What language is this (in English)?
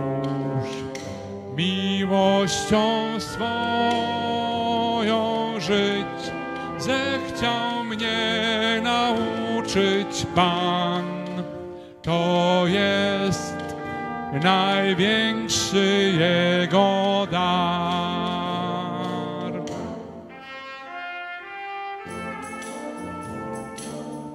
Polish